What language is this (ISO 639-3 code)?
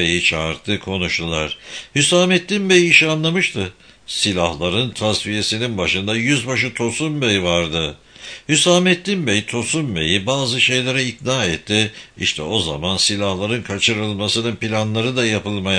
tur